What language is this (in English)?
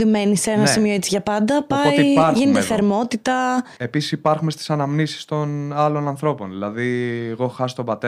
Greek